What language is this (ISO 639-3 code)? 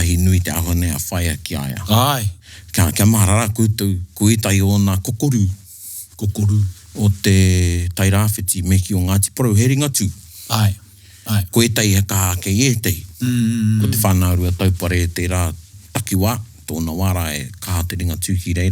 mri